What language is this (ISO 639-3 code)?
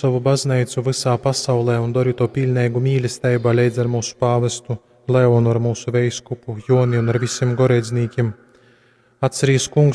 ltg